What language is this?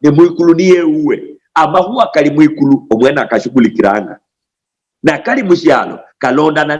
Luyia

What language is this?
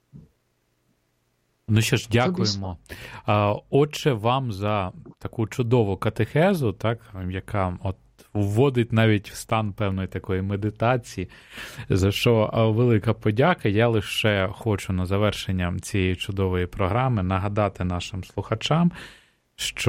Ukrainian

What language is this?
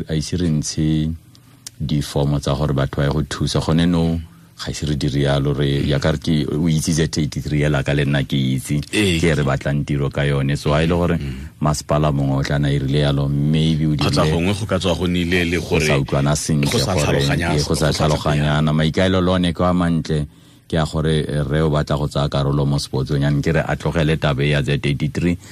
Tswana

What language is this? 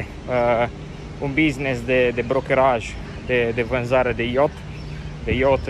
Romanian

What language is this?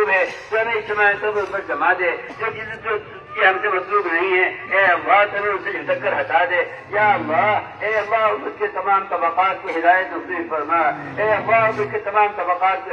Urdu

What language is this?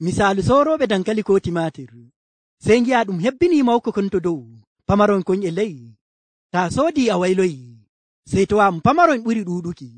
Nigerian Fulfulde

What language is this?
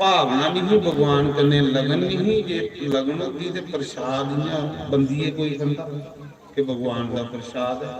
Dogri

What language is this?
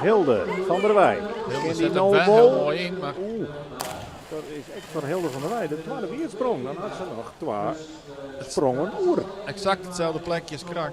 Western Frisian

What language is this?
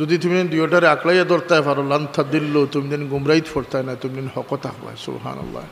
Sylheti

